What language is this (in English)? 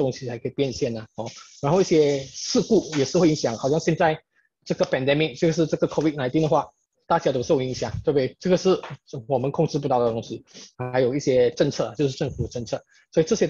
Chinese